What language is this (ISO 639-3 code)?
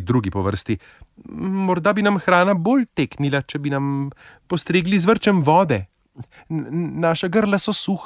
slv